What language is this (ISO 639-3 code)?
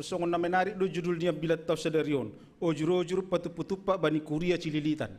bts